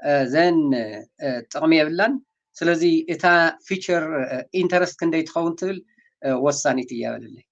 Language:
Tigrinya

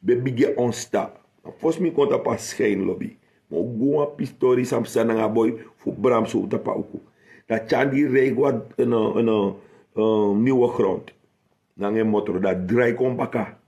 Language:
Sranan Tongo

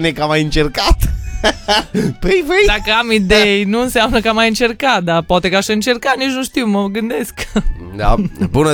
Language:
Romanian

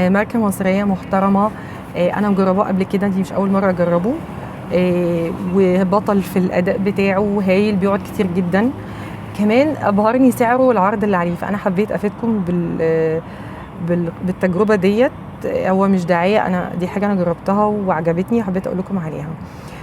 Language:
Egyptian Arabic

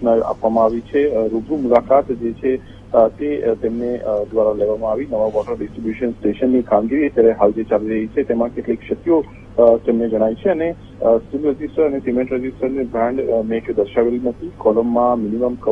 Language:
Gujarati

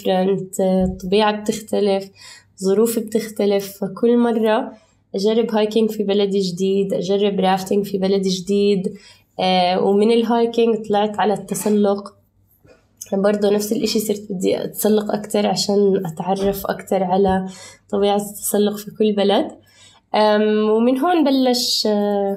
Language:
North Levantine Arabic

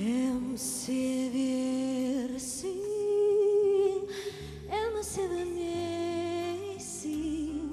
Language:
Crimean Tatar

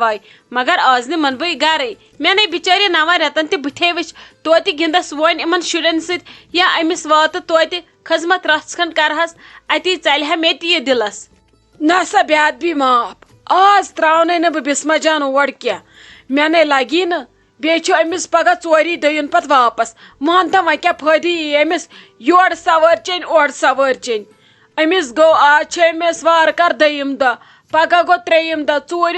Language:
Kashmiri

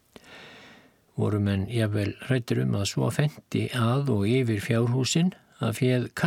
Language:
Icelandic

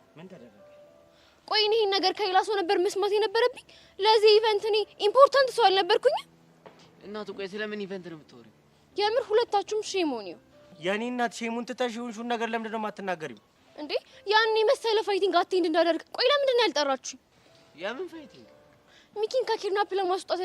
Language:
Amharic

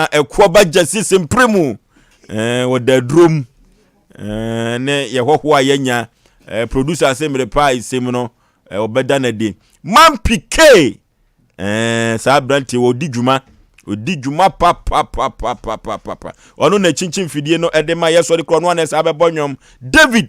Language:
Akan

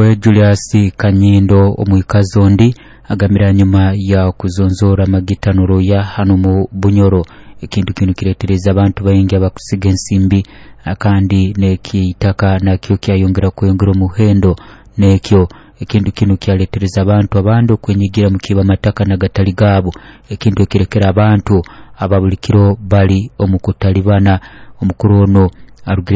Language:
Nyoro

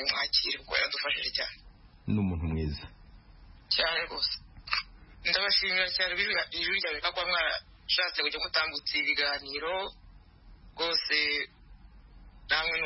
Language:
Kinyarwanda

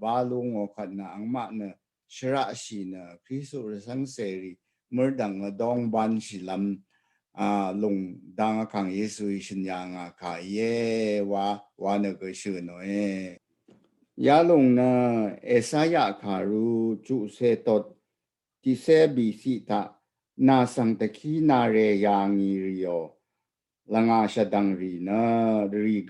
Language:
Rawang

